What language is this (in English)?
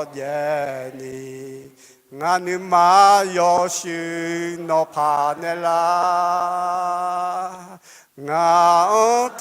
Akha